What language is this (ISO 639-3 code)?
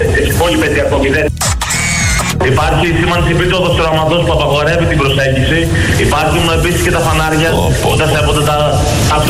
ell